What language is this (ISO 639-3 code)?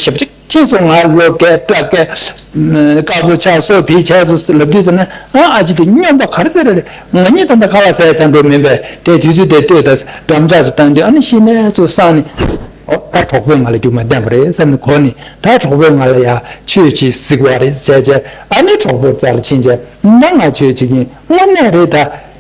bod